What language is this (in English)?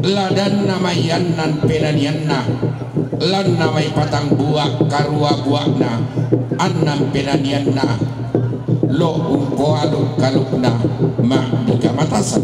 Toraja-Sa'dan